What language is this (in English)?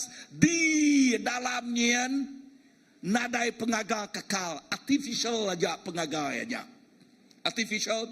Iban